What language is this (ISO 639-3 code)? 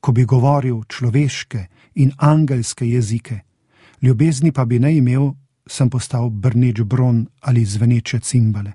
slv